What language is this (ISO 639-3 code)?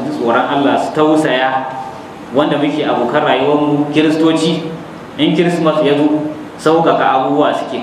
hau